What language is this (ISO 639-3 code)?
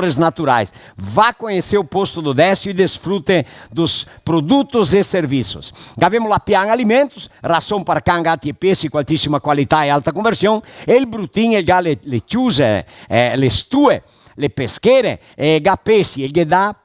vec